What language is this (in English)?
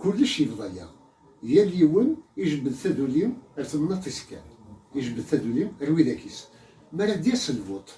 Kabyle